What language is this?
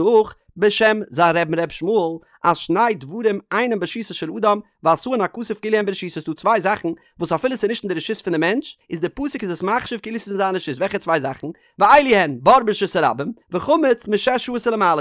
Yiddish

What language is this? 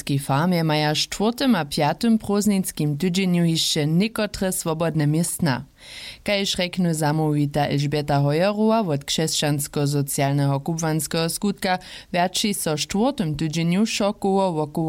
Upper Sorbian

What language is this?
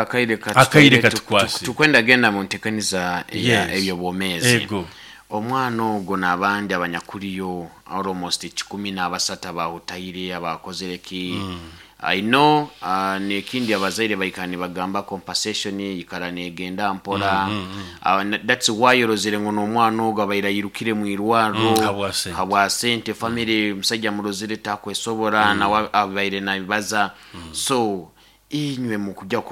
Nyoro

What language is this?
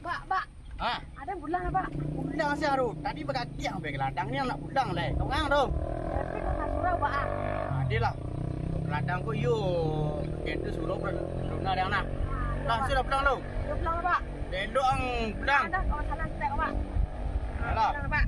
Minangkabau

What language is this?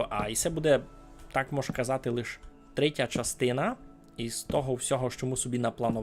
Rusyn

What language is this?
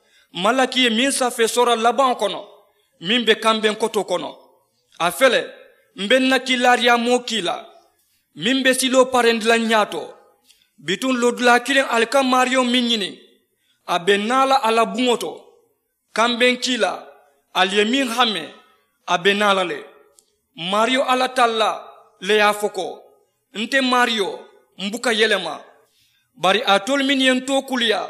Mandingo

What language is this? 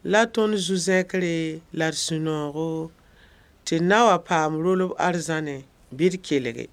Mossi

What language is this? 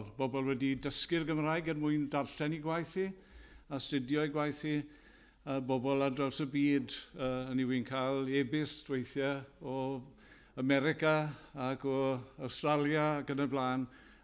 Welsh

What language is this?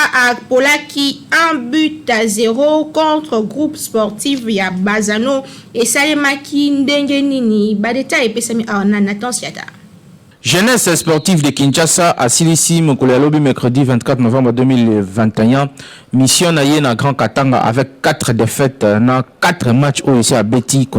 Lingala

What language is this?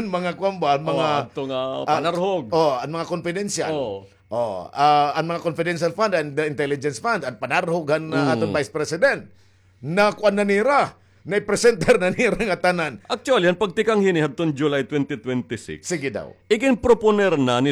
Waray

